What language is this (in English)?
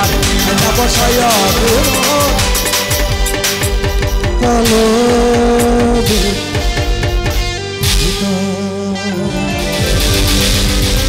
Bangla